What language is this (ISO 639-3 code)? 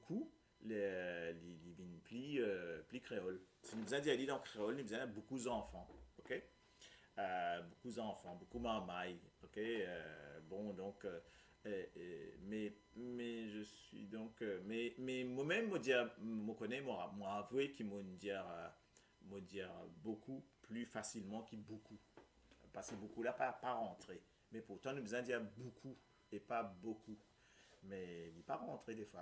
mfe